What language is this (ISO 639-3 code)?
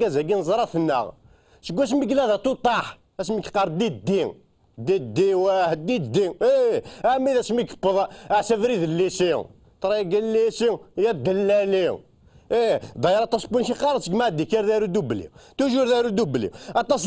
kab